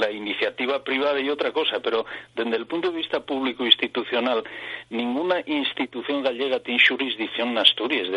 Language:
Asturian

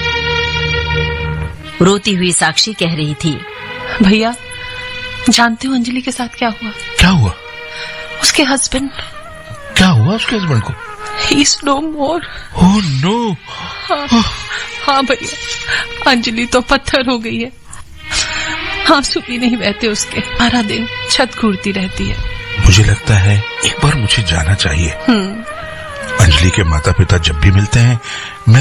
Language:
Hindi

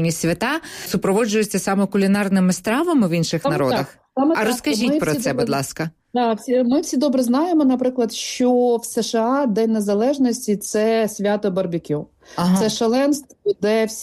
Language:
Ukrainian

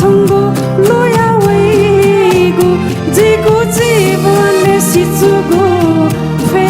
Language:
Newari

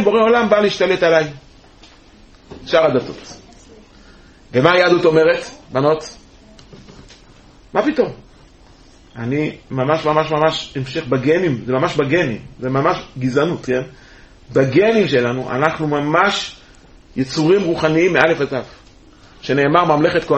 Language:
Hebrew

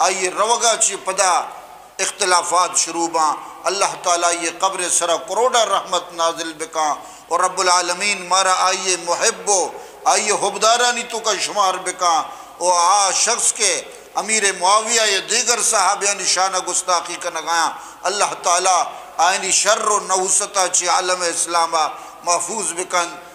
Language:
Eastern Balochi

